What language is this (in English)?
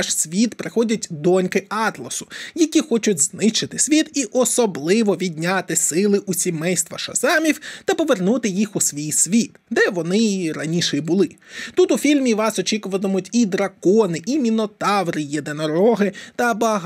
Ukrainian